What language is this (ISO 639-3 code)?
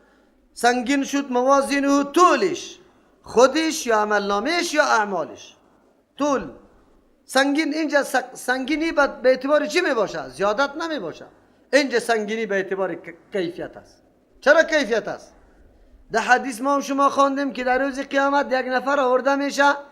fas